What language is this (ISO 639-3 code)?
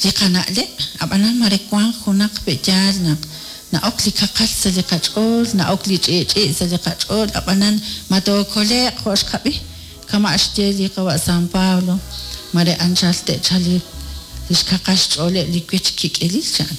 kek